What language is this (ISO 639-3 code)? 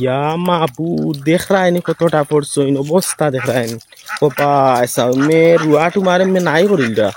syl